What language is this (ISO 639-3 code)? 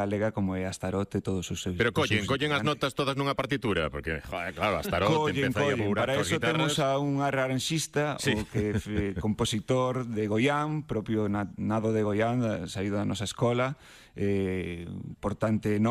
glg